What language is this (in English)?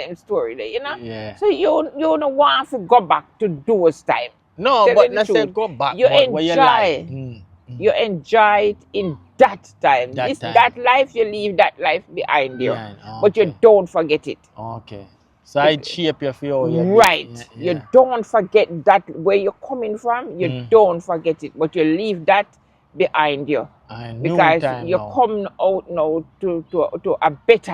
Jamaican Creole English